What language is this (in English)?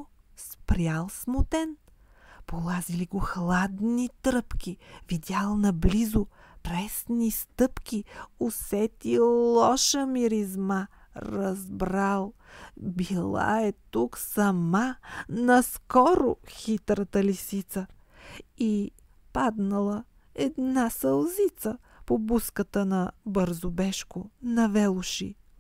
Bulgarian